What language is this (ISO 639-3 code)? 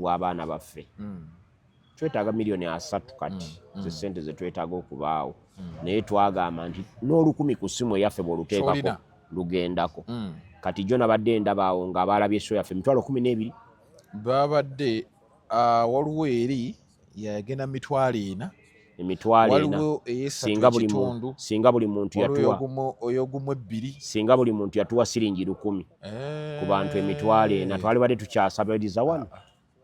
lug